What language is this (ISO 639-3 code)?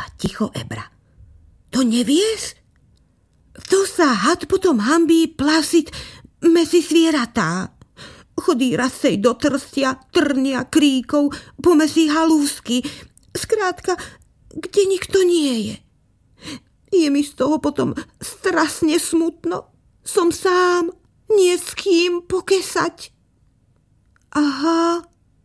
slk